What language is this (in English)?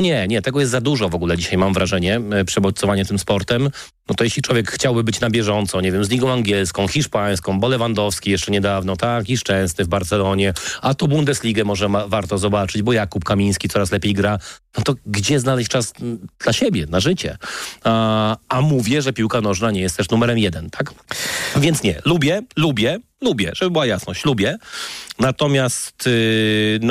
Polish